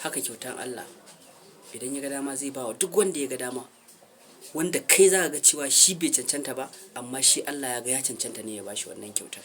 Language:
Hausa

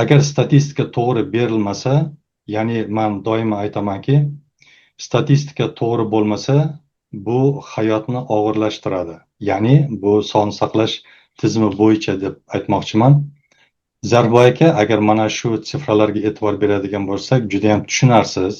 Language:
Uzbek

